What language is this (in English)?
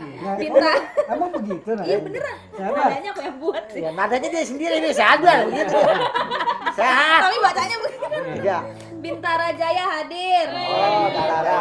Betawi